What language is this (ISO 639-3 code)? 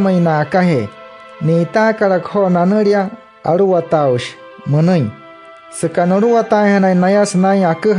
guc